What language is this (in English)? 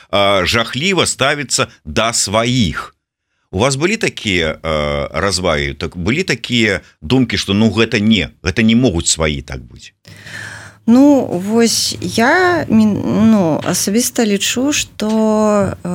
Belarusian